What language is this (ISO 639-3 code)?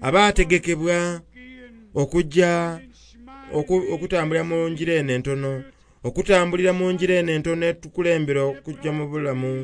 xog